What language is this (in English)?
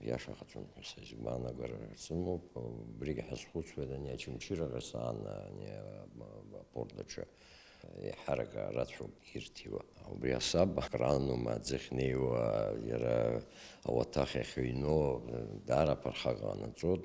Abkhazian